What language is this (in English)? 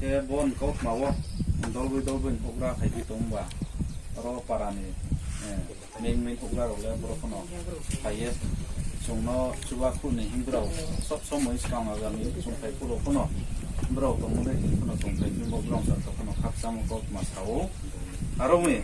Riang (India)